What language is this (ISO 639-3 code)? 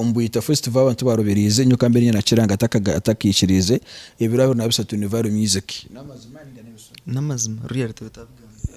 nyn